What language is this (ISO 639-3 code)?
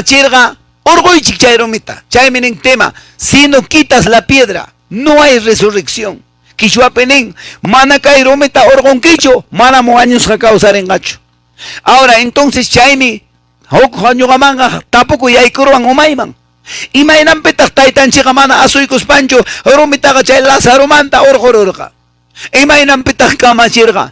que